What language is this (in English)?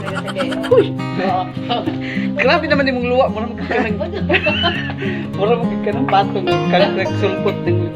Cebuano